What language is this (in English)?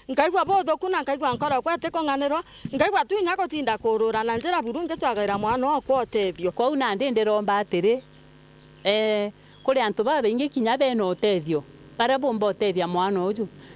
Meru